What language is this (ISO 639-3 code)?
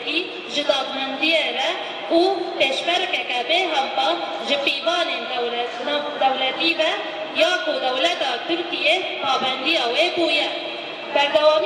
kur